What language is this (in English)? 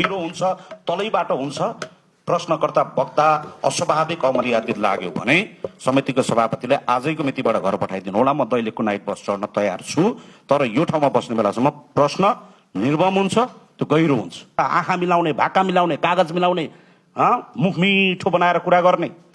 Nepali